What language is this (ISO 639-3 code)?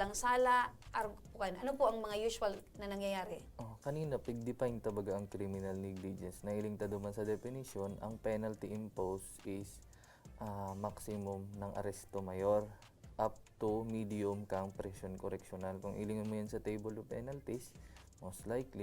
bik